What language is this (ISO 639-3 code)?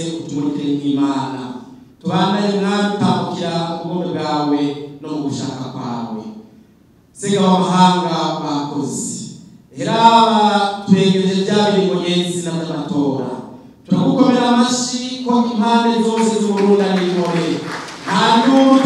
run